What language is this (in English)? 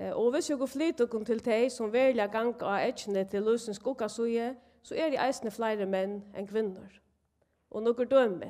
Faroese